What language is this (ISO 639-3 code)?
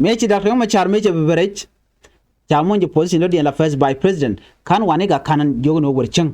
nus